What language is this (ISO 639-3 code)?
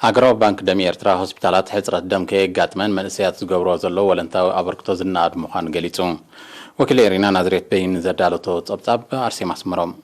tir